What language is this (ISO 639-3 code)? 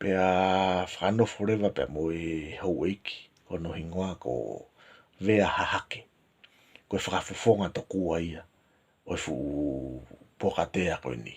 ton